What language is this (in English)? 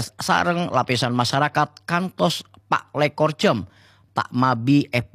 Madurese